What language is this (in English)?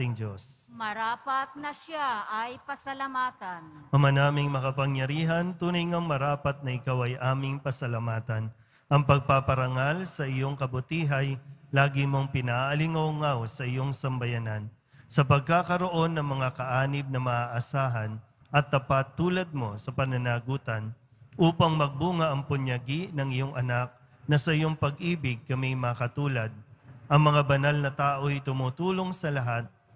Filipino